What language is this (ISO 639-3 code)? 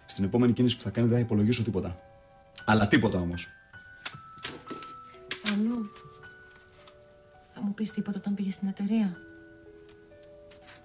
ell